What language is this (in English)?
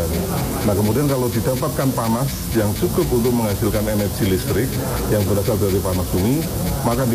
Indonesian